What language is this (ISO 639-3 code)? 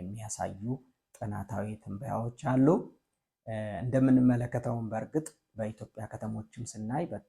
amh